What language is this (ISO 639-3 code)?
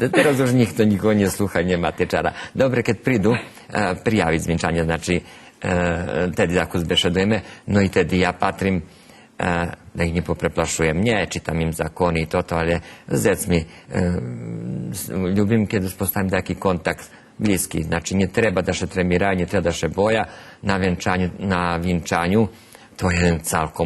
rue